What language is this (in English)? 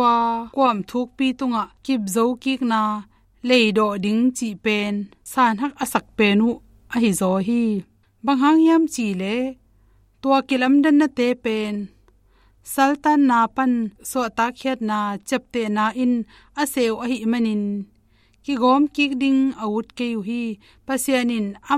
Tedim Chin